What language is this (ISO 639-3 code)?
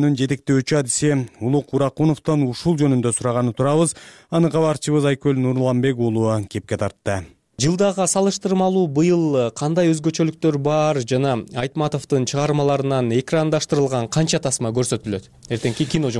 kir